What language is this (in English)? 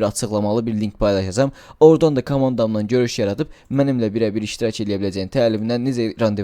Azerbaijani